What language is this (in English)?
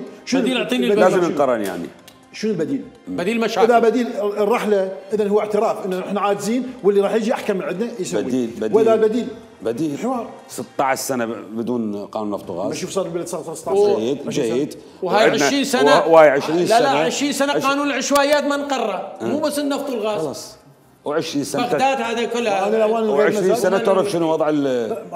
Mesopotamian Arabic